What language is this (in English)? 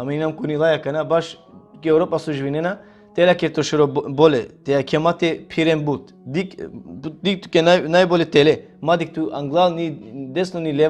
Balkan Romani